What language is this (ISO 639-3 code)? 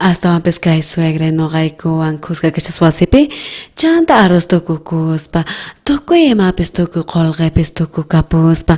quh